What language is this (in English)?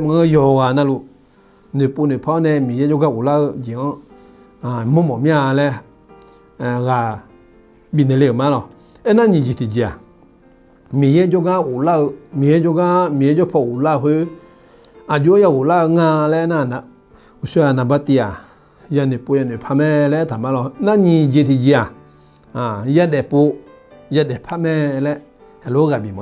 Akha